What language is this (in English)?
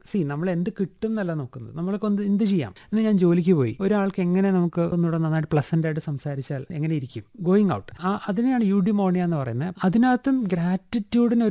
Malayalam